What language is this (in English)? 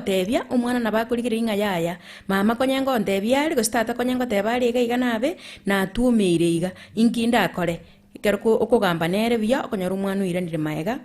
Gusii